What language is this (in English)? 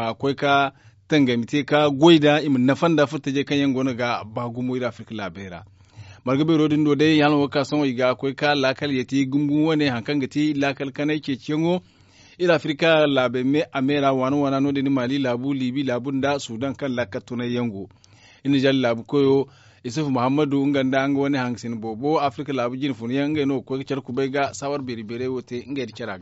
Zarma